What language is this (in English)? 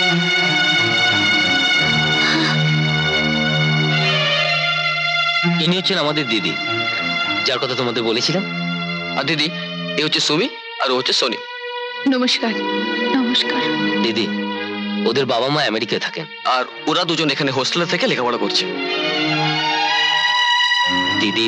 Bangla